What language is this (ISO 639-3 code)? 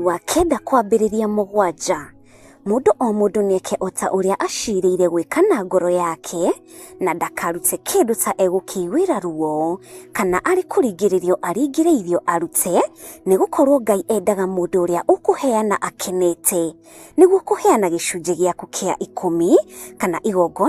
kik